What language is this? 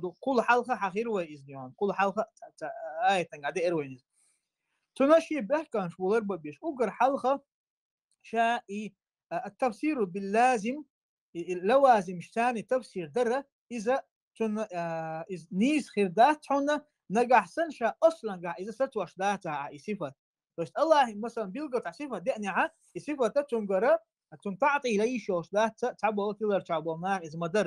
Chechen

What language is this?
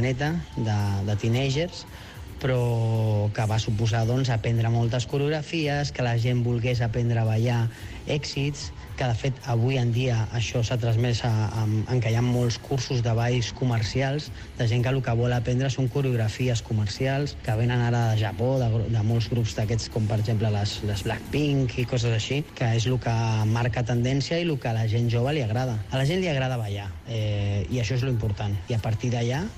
Catalan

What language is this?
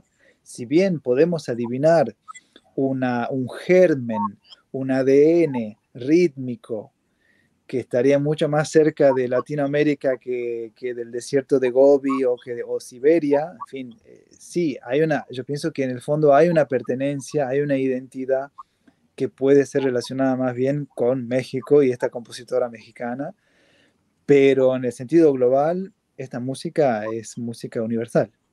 Spanish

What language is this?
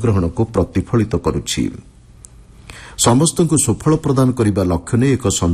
Odia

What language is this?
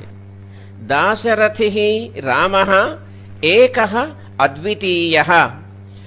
Sanskrit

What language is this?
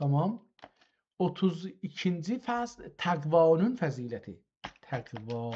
South Azerbaijani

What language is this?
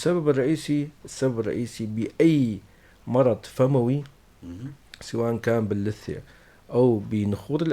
North Levantine Arabic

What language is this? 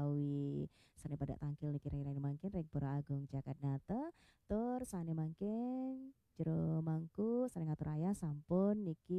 Balinese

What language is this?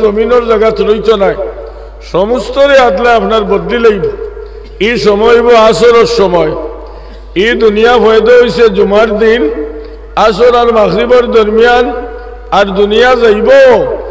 Sylheti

